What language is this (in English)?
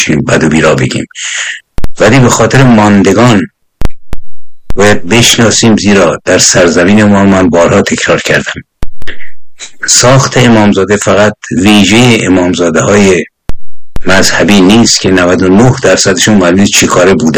Persian